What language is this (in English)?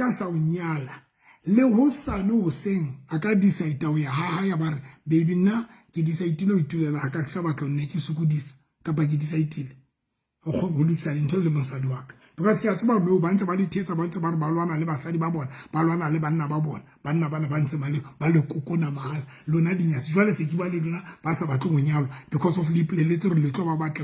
Southern Sotho